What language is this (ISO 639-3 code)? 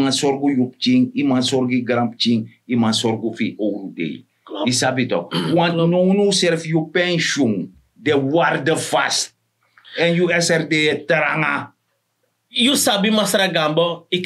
srn